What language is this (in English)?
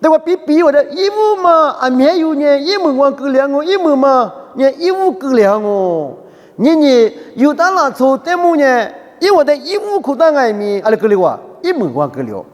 Lisu